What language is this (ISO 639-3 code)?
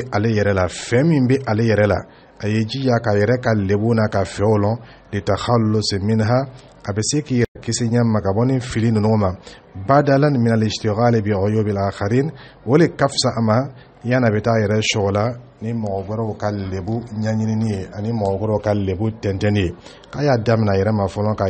dyu